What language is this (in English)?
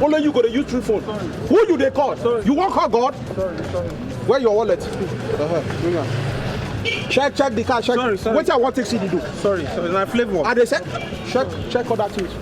Nigerian Pidgin